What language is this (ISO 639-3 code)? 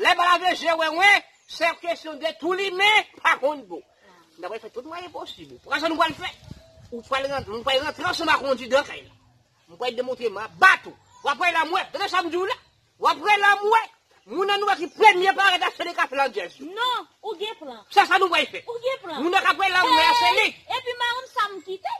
hat